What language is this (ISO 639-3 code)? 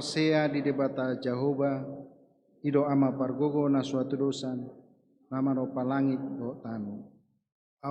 bbc